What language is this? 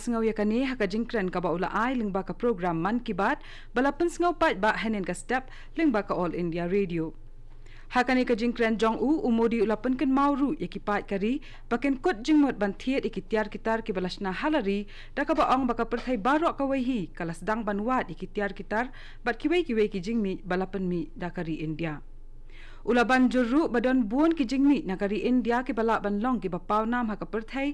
Khasi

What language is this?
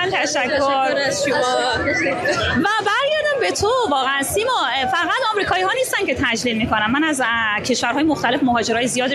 Persian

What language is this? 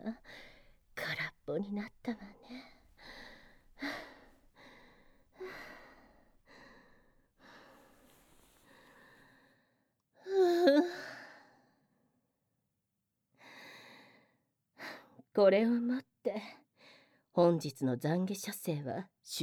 Japanese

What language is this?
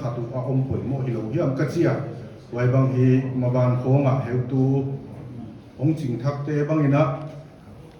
Paite Chin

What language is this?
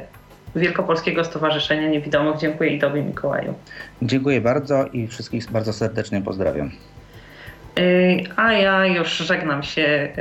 Polish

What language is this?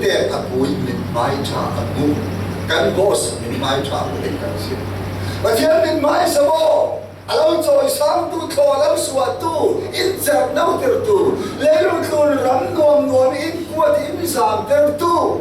Falam Chin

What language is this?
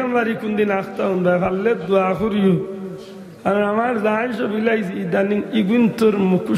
Sylheti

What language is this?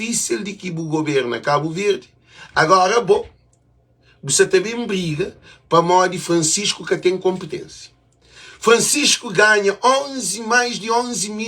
Kabuverdianu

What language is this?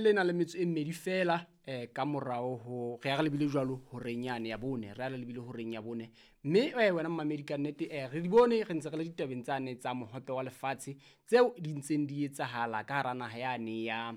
Southern Sotho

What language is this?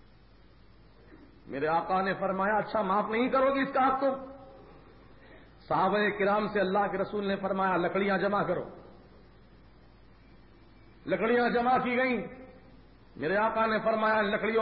Urdu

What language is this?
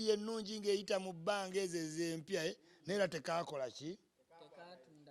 Ganda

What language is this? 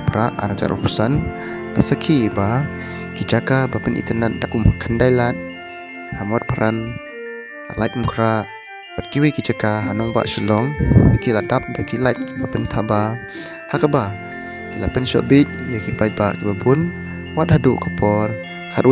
Khasi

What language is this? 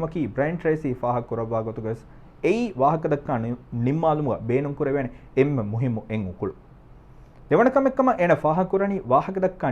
Divehi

